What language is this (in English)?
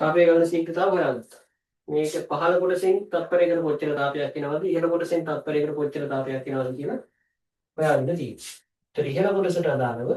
Sinhala